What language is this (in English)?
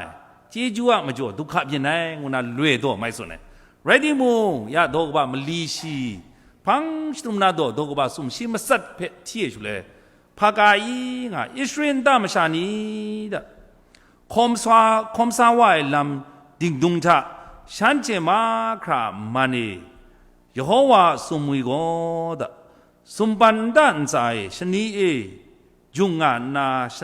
Kachin